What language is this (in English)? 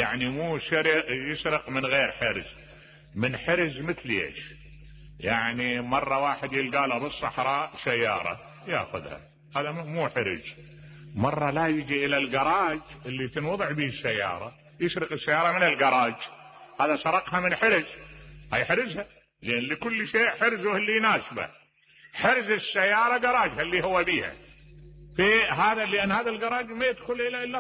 Mesopotamian Arabic